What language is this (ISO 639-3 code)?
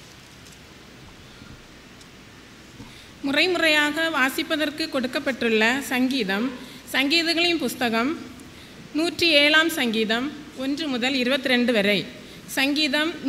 tam